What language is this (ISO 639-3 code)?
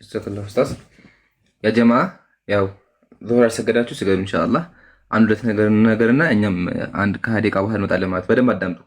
amh